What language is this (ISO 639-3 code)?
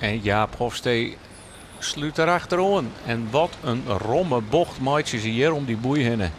fry